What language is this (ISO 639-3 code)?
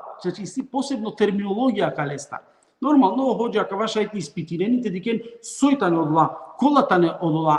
rmn